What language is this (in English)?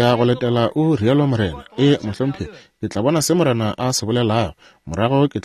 Northern Sotho